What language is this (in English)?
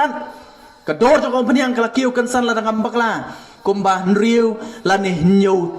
Khasi